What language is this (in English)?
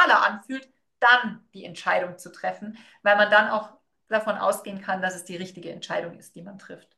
German